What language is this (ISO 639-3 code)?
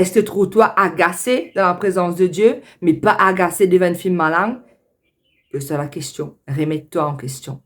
mfe